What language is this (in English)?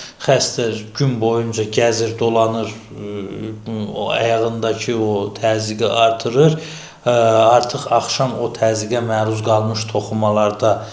Azerbaijani